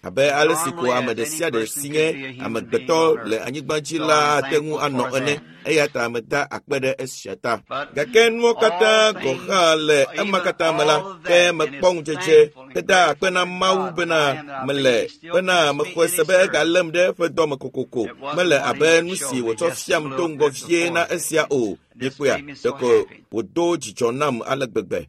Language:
Ewe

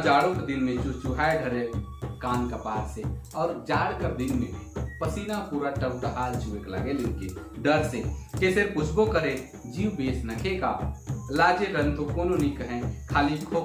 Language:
Sadri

